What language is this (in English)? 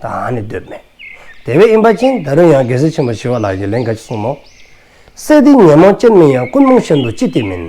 Dzongkha